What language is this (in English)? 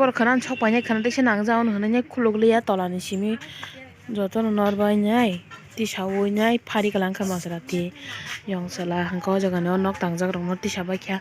Kok Borok